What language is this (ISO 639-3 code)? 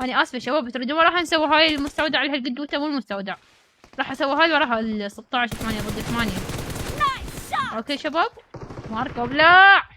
acm